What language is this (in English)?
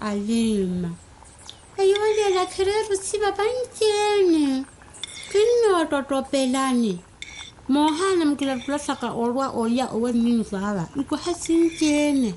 Makhuwa